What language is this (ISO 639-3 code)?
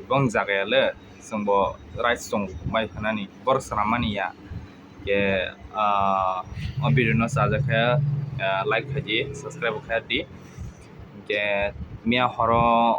trp